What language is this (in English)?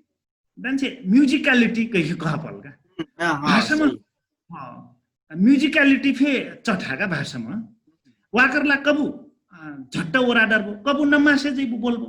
Dangaura Tharu